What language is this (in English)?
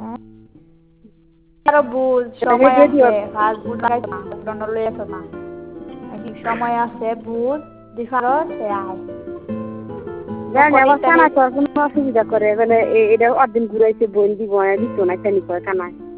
Bangla